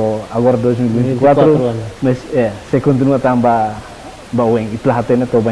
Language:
Tetum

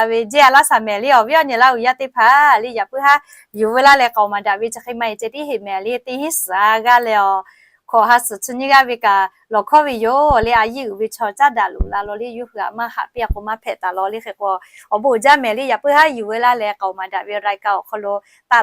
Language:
Lahu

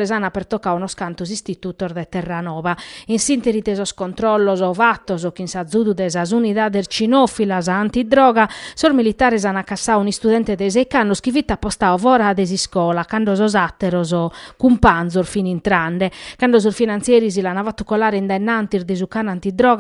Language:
Sardinian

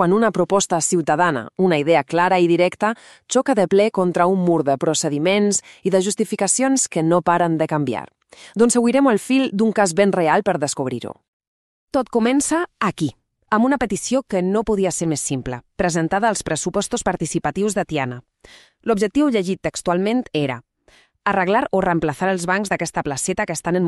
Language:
Catalan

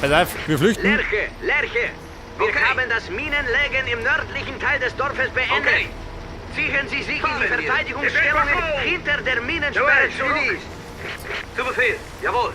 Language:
Bavarian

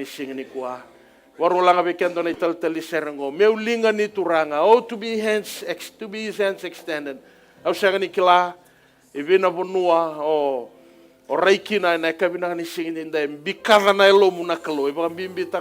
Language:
Fijian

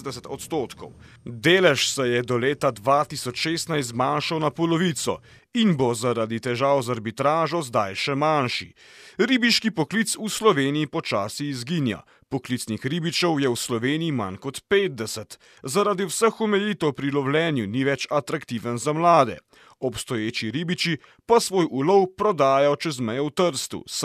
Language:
Slovenian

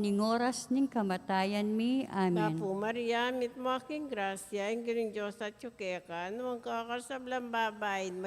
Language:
Pampanga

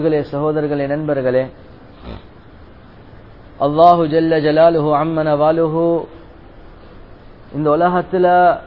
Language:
Tamil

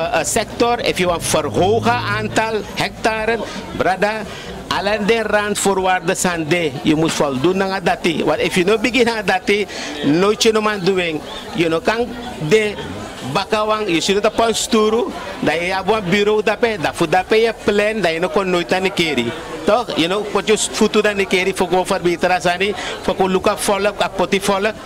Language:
Sranan Tongo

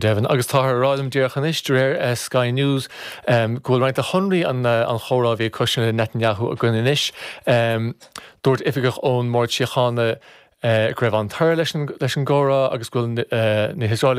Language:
Irish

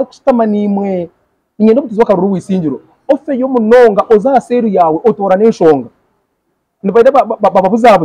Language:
Nyankole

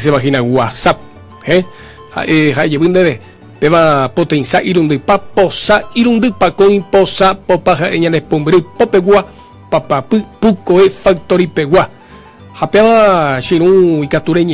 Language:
Guarani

